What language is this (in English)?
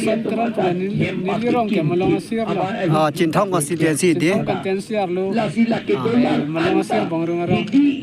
Karbi